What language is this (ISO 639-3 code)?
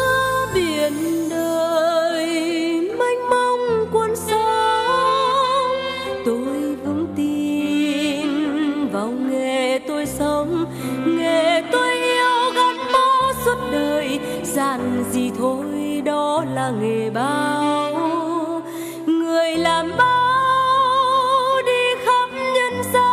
vie